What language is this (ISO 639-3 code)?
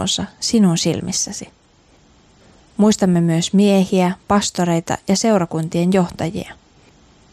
fin